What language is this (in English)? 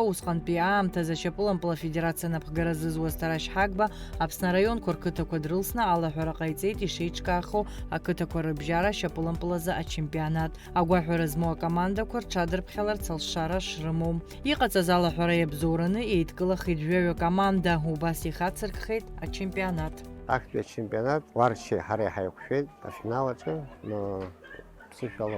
Abkhazian